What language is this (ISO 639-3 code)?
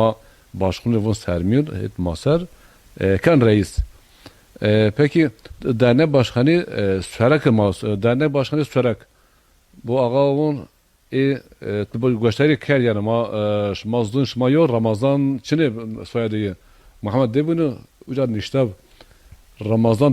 zza